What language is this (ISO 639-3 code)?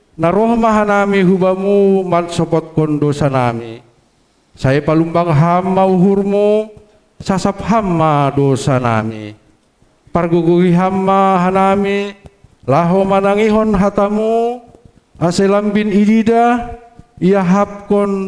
bts